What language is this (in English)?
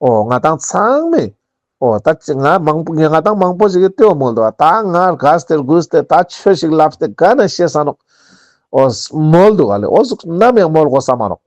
Ladakhi